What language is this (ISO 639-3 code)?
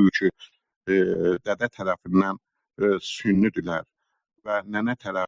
azb